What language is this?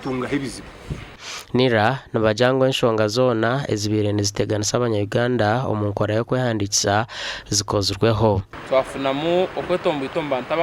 Nyankole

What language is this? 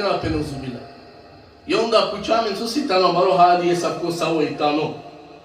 Balkan Romani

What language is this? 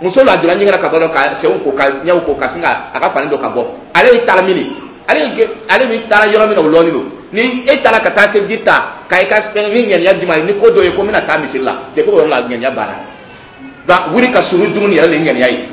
Dyula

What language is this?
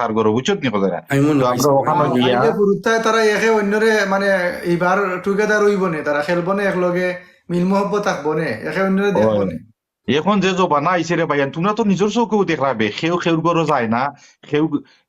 Sylheti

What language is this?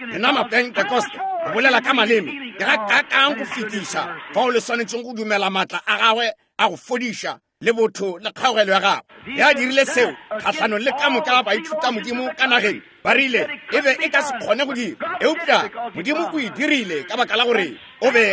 Northern Sotho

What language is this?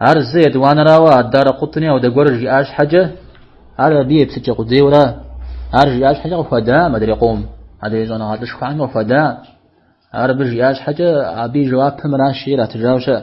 Kabardian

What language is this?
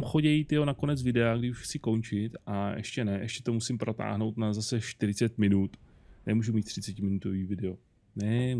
Czech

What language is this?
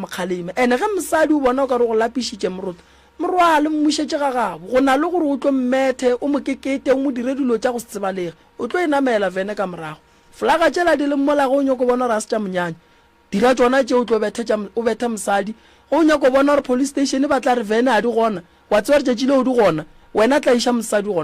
Northern Sotho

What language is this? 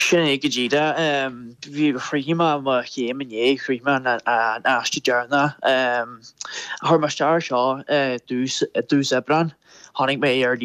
Irish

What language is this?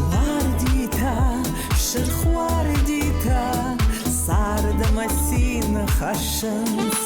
Ossetic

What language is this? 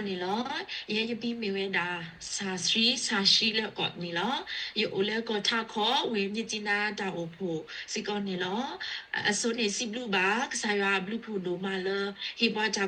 S'gaw Karen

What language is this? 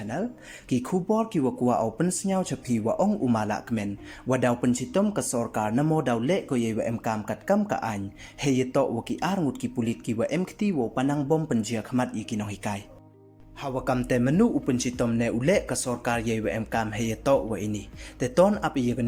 Pnar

